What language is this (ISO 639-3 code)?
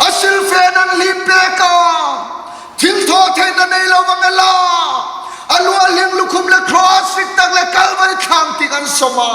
hmr